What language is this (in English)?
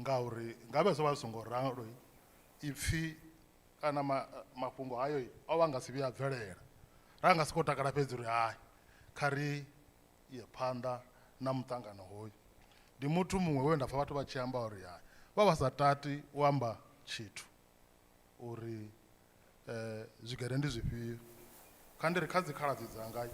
Venda